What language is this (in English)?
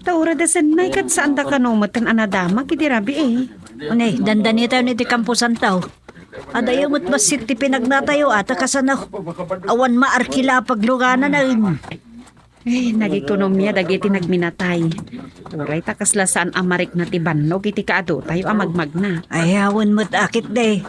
Iloko